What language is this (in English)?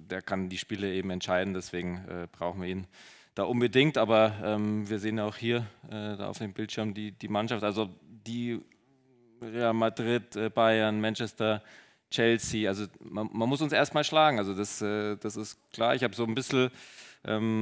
German